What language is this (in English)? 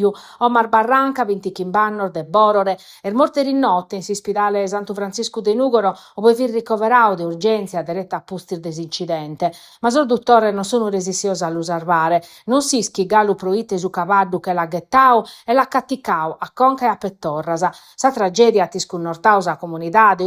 Sardinian